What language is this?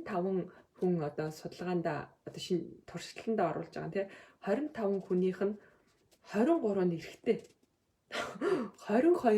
Mongolian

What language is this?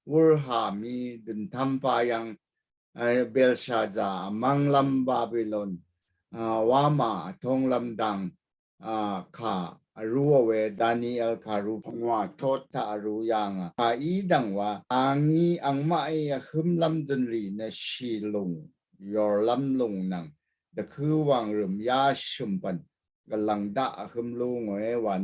Rawang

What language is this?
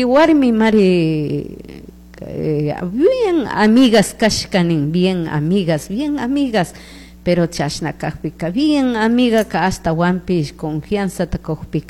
Chimborazo Highland Quichua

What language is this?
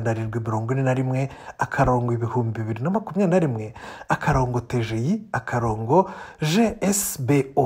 Kinyarwanda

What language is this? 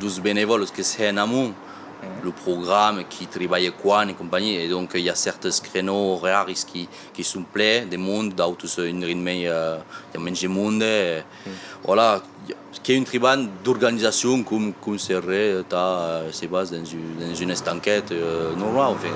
Occitan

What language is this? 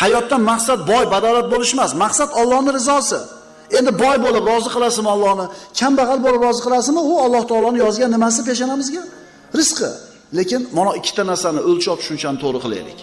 Uzbek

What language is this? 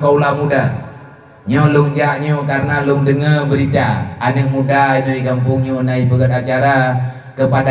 Achinese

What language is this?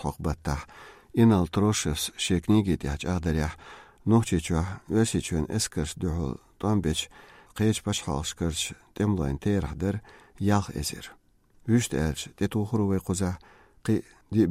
Chechen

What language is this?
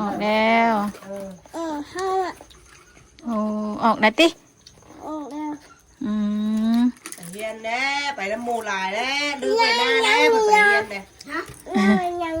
Northeastern Thai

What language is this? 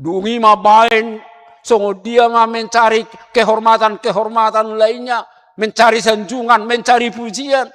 Batak Toba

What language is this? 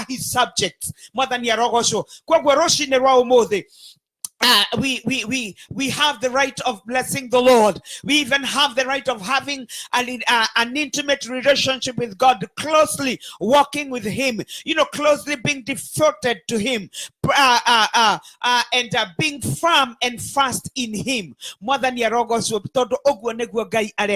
Kikuyu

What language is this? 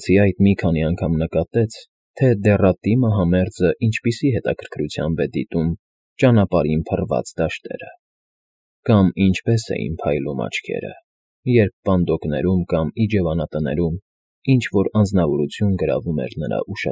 Armenian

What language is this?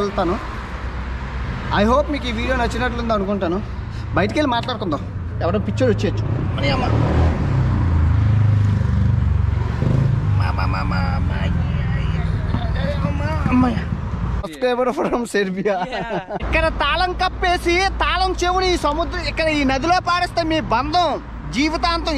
Telugu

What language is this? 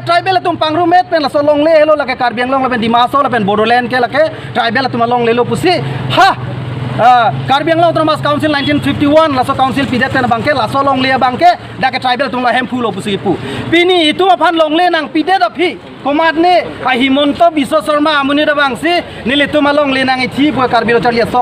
Karbi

